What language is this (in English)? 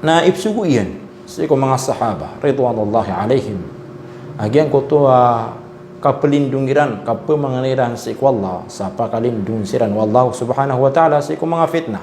Maranao